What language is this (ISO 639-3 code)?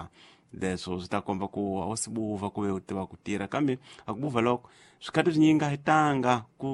tso